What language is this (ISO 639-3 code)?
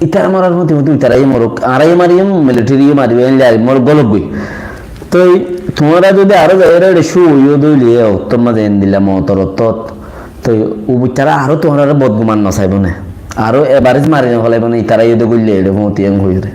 rhg